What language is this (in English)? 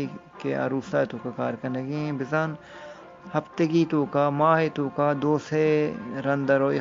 Eastern Balochi